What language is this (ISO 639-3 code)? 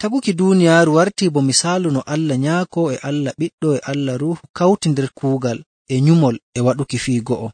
fuv